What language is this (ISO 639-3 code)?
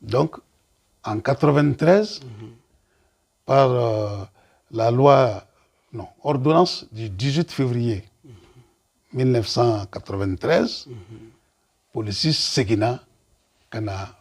bam